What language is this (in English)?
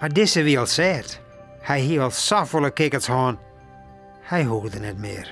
Western Frisian